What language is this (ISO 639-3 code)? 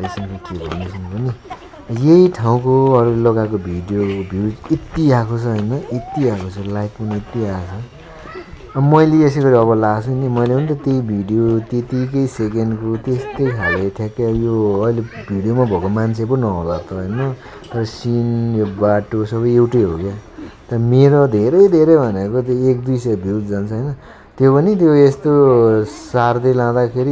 nep